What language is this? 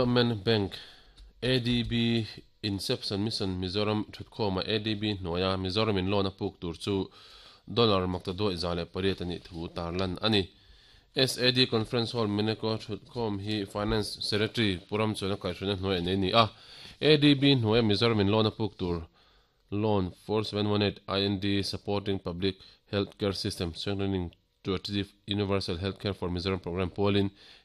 Mizo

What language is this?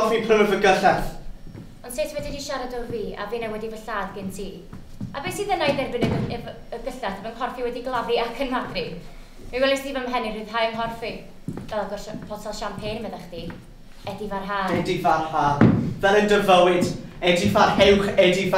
Welsh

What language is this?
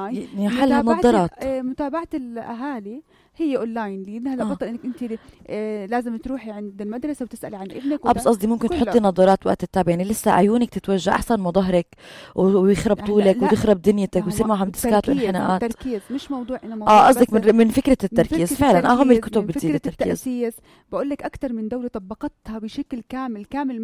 North Levantine Arabic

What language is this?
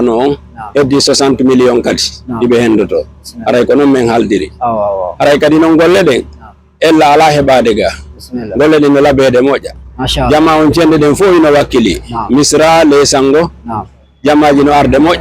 Fula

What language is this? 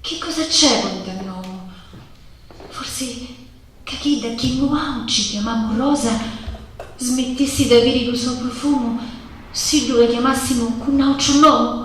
Sicilian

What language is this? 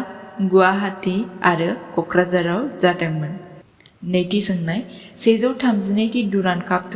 Bodo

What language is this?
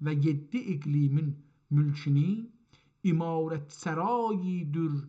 South Azerbaijani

